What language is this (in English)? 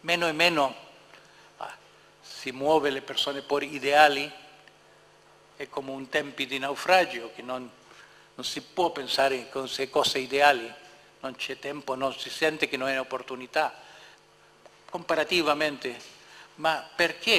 Italian